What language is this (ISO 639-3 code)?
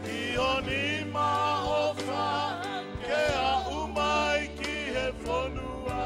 ton